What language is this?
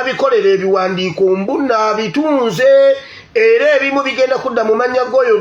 Ganda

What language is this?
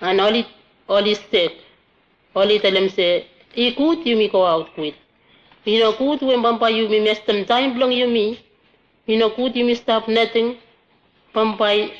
Bislama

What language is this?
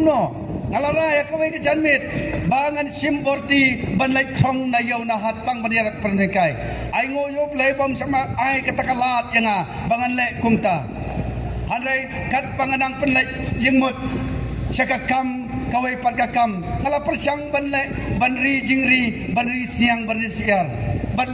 Khasi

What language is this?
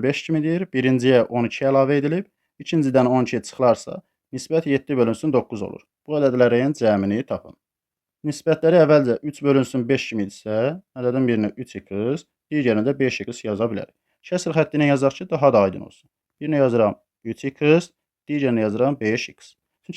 Azerbaijani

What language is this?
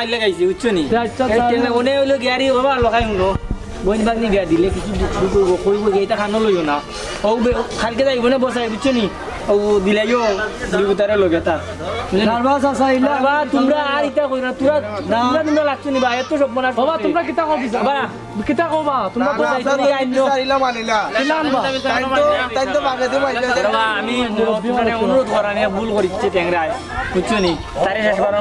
Sylheti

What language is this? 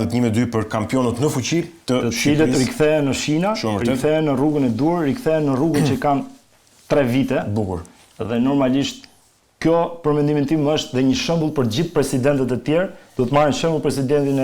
Albanian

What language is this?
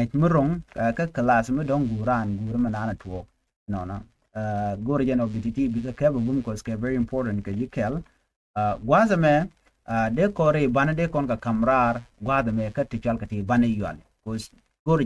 Nuer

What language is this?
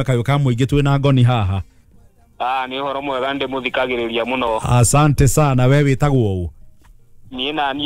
Kikuyu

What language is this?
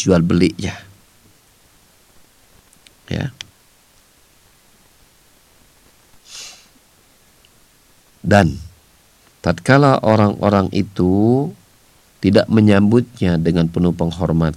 Indonesian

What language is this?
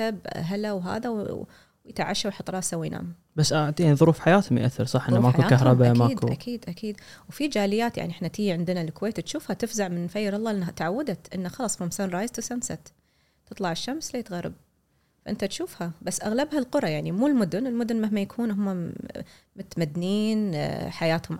Gulf Arabic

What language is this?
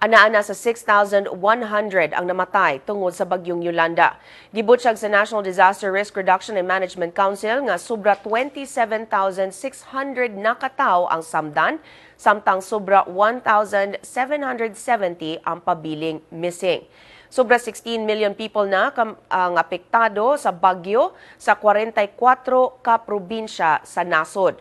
Cebuano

